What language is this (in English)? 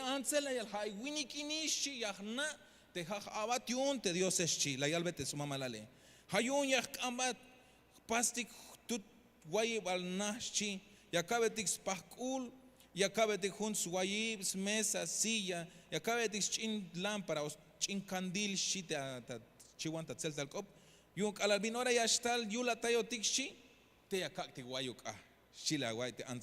Tzeltal